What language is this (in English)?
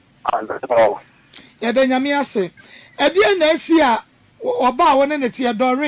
Akan